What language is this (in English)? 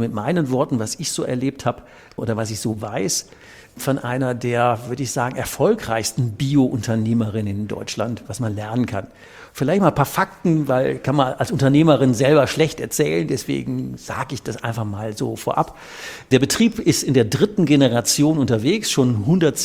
German